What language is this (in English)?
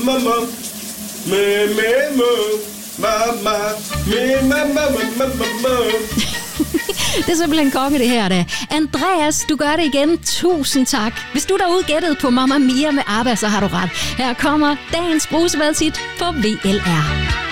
Danish